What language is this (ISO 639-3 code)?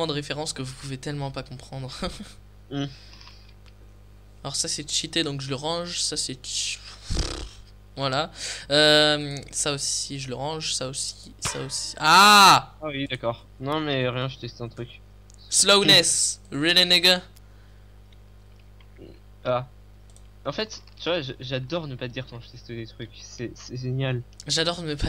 fra